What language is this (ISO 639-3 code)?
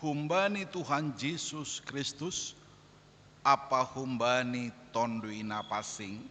bts